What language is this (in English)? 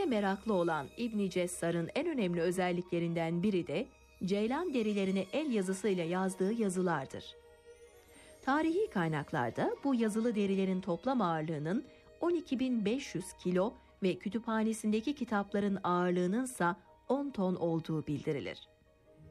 Turkish